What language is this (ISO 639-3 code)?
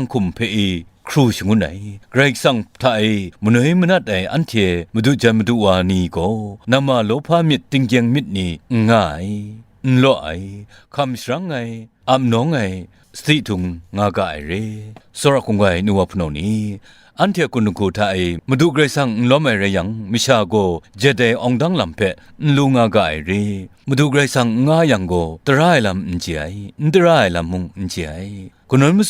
kac